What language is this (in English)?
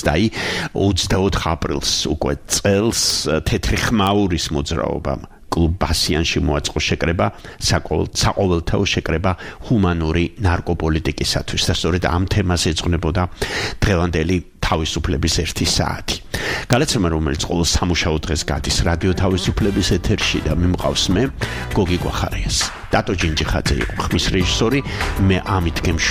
Georgian